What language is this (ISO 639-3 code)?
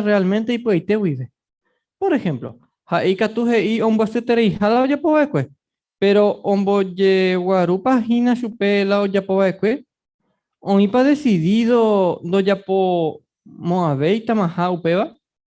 grn